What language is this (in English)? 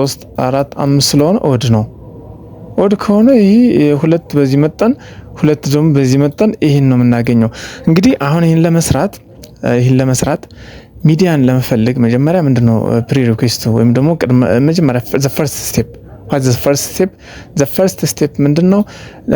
Amharic